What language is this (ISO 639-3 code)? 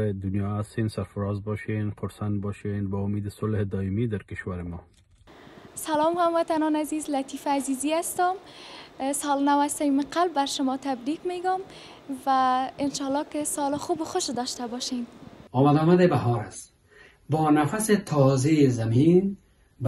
tgk